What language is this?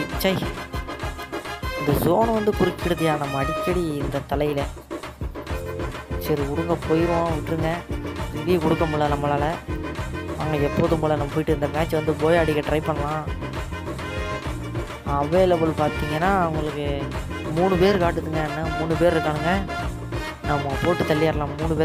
Tamil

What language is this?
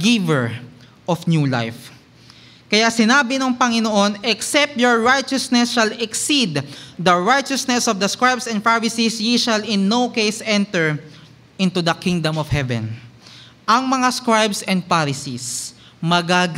Filipino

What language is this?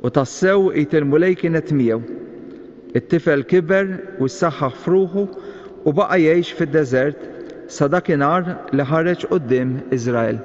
Maltese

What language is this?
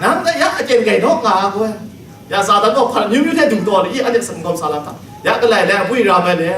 Kachin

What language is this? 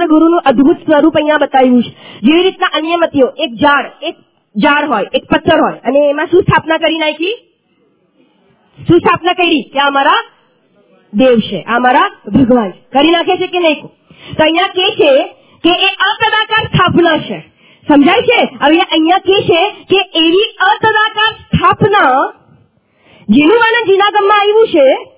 Gujarati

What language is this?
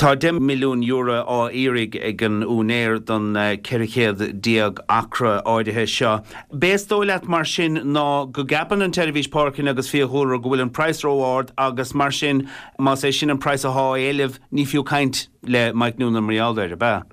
Irish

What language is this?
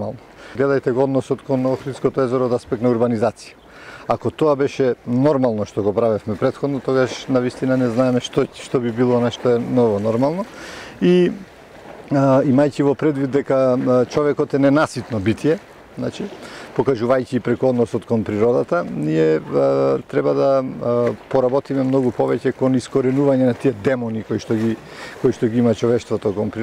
Macedonian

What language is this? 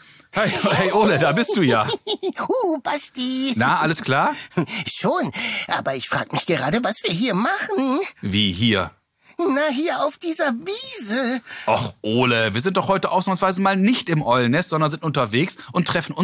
German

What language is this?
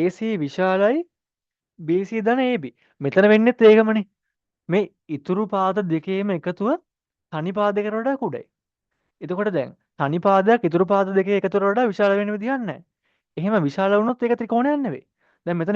Sinhala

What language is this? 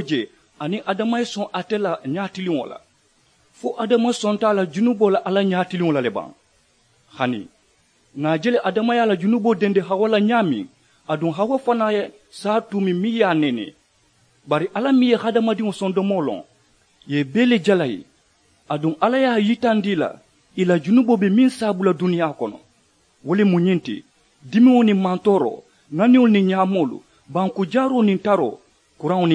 Mandingo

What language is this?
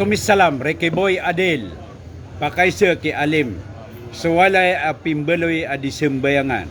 Maranao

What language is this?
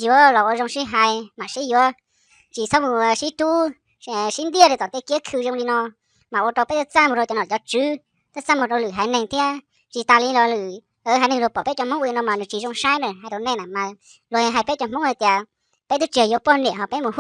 Hmong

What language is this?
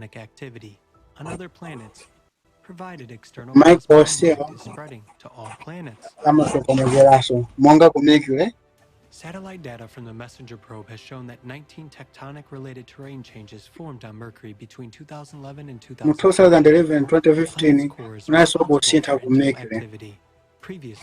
Nyanja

